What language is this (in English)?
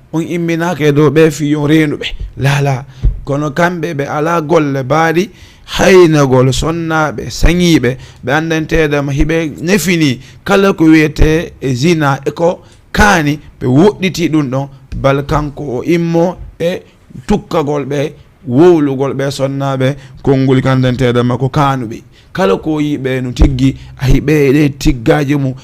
Fula